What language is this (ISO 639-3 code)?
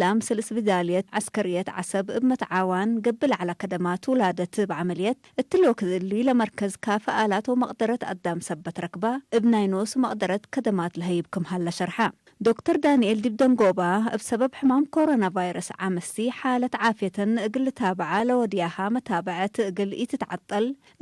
tig